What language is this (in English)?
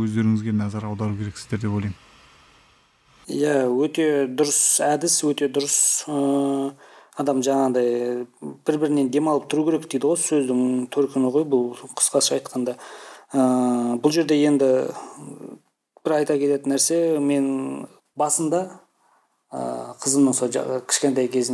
Kazakh